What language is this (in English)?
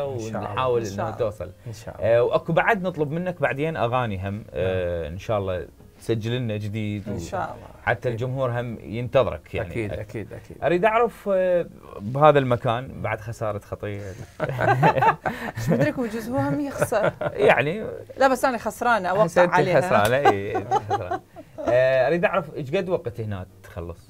Mesopotamian Arabic